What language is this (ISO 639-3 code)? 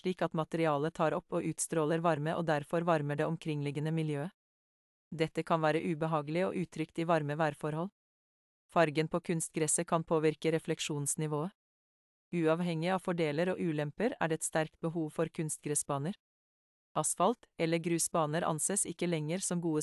nor